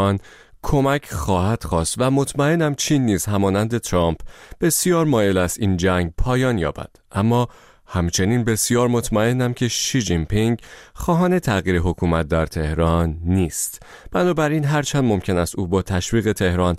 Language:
Persian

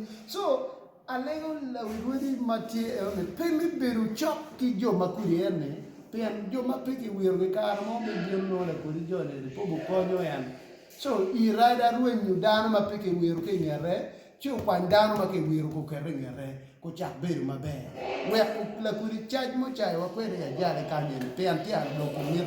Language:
Acoli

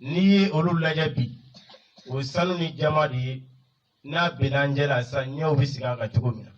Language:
Bambara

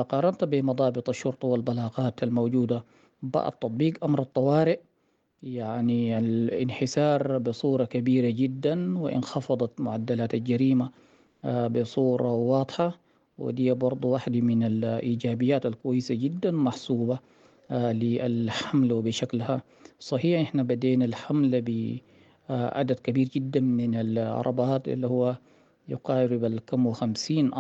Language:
Sudanese Arabic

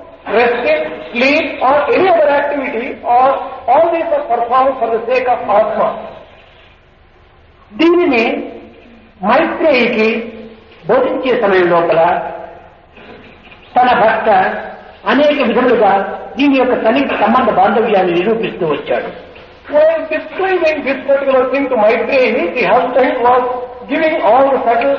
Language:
Telugu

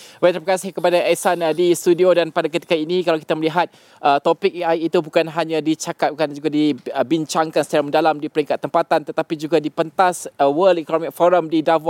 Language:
Malay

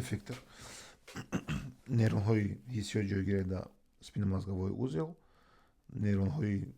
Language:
Tajik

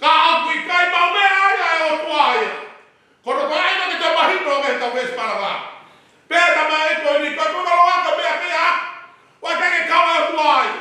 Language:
Tongan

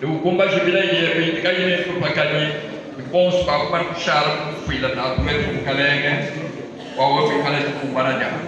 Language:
Luba-Lulua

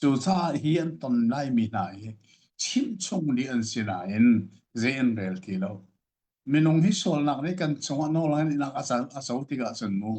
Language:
Hakha Chin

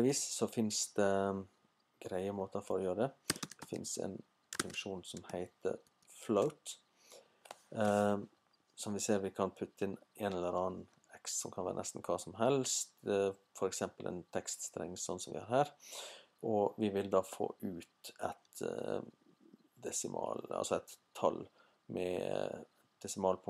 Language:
Norwegian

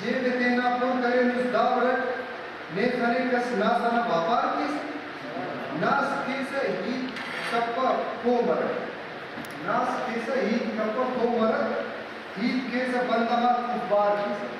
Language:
Brahui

